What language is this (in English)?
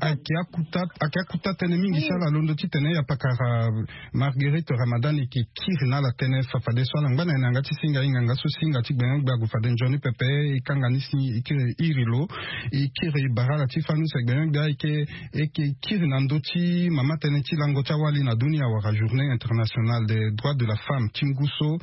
Sango